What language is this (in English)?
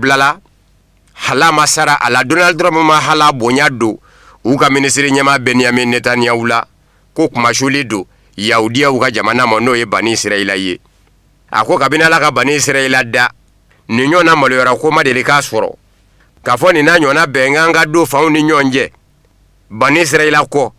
Bambara